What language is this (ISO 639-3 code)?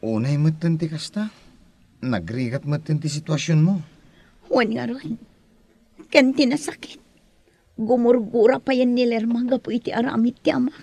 ilo